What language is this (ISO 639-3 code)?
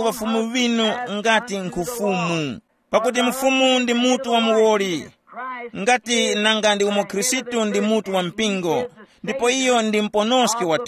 tum